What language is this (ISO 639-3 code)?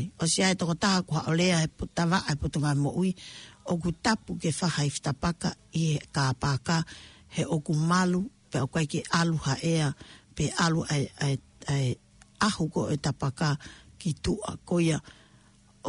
ton